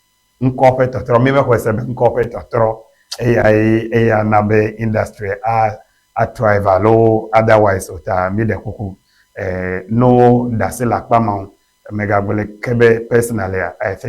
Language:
Ewe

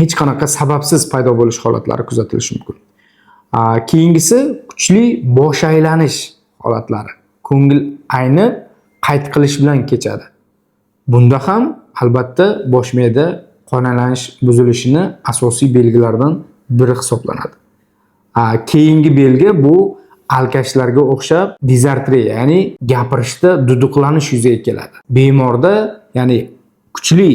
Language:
Uzbek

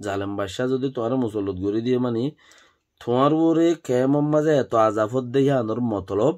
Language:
Rohingya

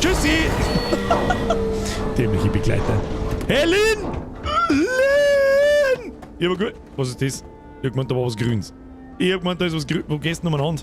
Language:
Bavarian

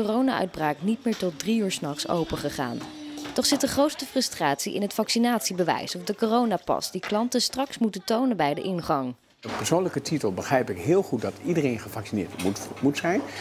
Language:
Dutch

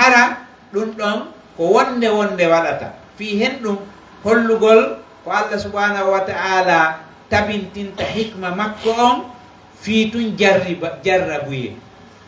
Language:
Pular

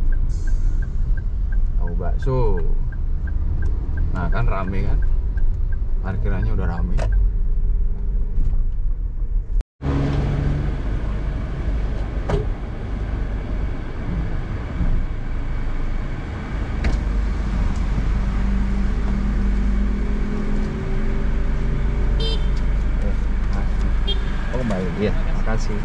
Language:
Indonesian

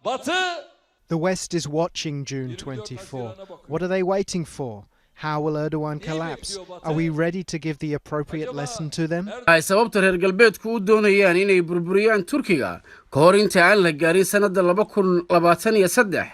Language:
Somali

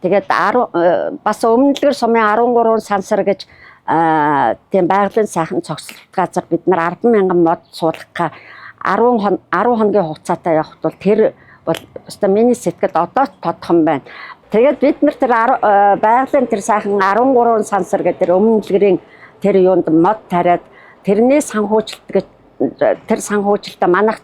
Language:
Mongolian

